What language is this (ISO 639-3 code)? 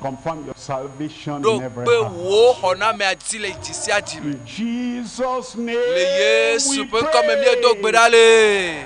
ewe